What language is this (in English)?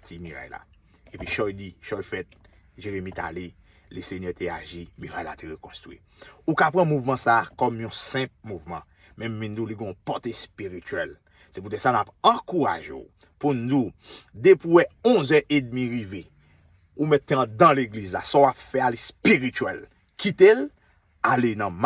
Haitian Creole